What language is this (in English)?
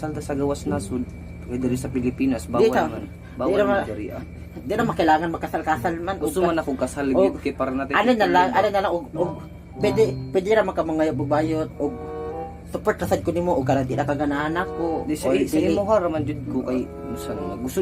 Cebuano